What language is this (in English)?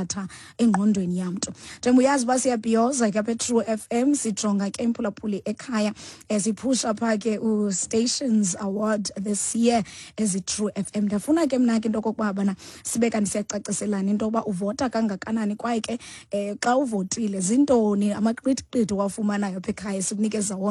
Xhosa